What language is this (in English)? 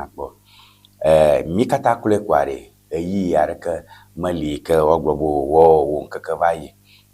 Ewe